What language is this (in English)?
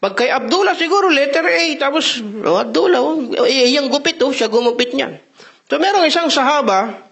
Maranao